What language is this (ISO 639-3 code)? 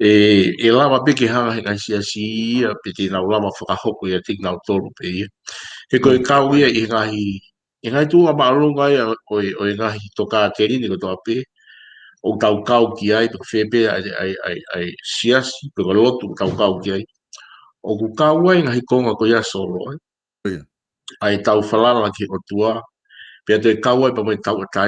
ton